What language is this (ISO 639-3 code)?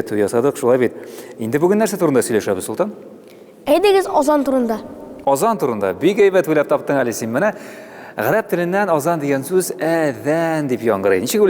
tat